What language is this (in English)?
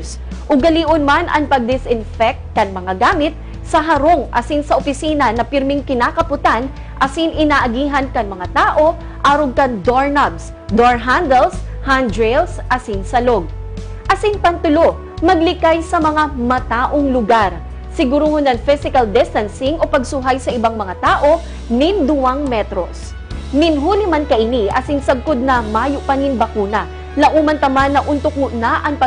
Bikol